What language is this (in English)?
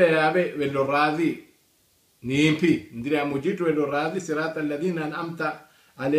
Swahili